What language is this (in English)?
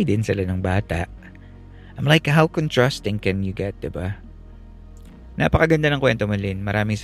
Filipino